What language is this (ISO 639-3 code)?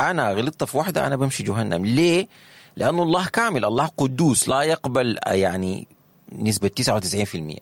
apd